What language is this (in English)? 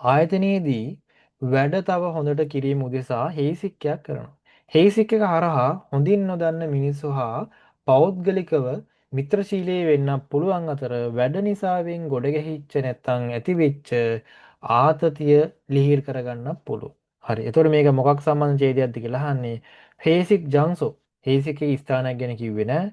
Sinhala